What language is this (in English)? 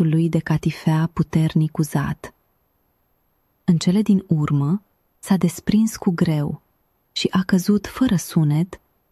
Romanian